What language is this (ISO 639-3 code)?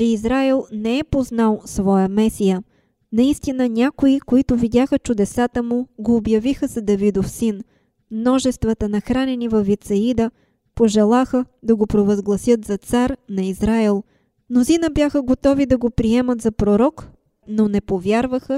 bul